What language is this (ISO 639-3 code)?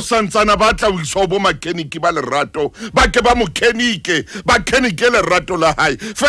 sot